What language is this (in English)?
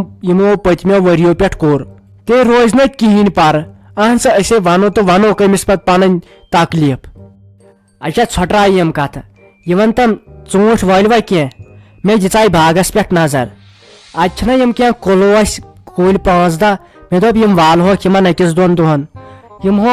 Kashmiri